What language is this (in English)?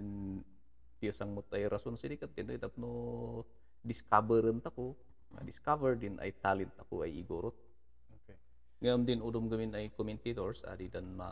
Kankanaey